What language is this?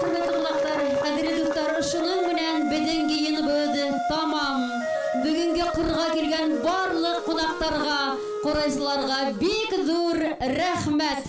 Bashkir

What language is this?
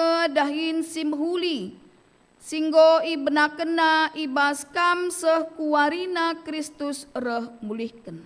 Batak Karo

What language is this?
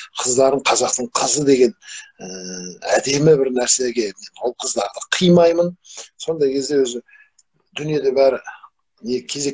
Kazakh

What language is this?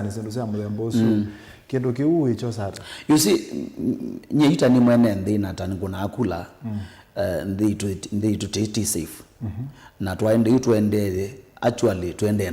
Kamba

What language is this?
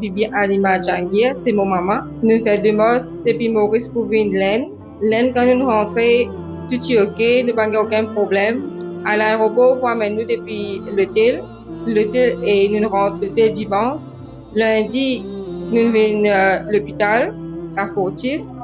Morisyen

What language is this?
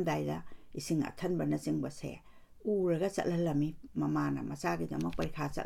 Manipuri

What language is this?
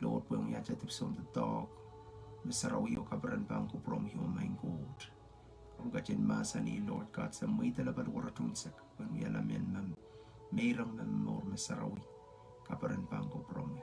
Pohnpeian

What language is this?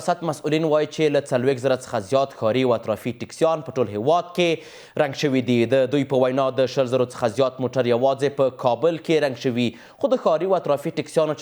Pashto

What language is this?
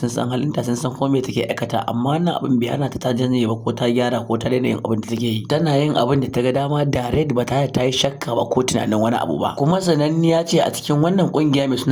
Hausa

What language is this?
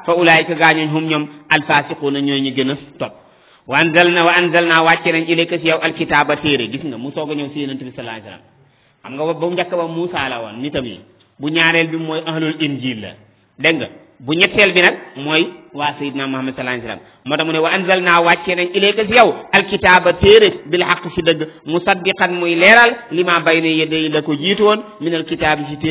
Wolof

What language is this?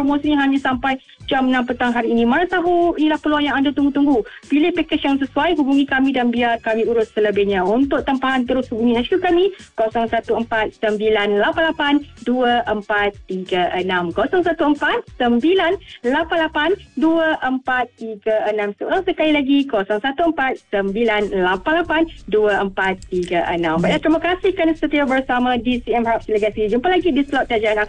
Malay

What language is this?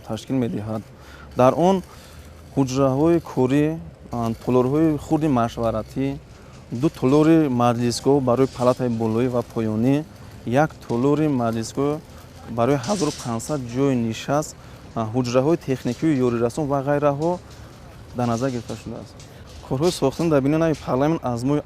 Tajik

